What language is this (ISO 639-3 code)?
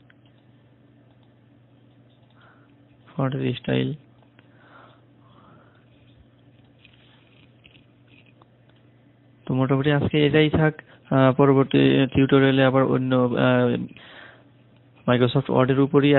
ben